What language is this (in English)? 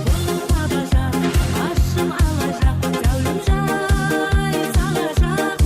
Kara-Kalpak